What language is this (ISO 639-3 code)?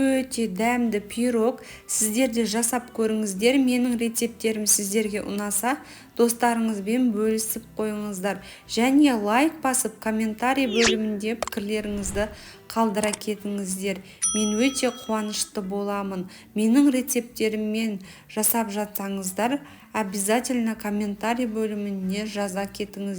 kaz